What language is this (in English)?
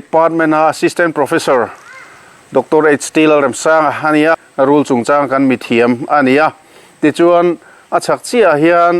Mizo